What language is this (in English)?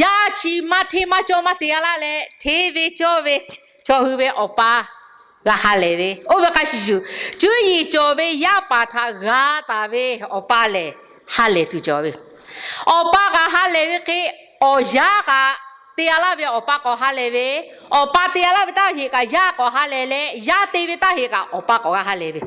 Lahu